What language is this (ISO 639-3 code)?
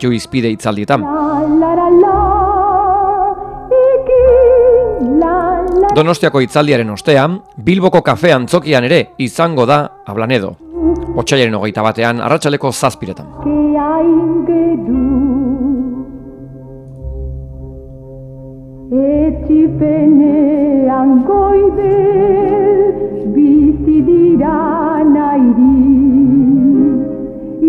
eus